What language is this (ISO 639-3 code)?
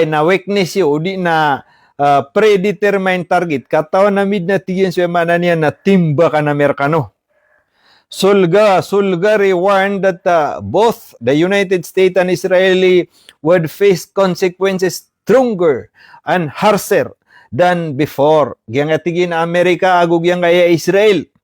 mrw